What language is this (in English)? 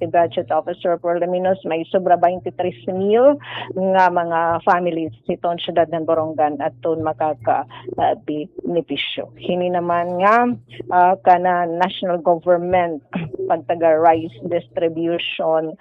Waray